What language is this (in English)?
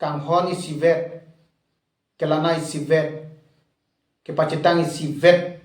Karbi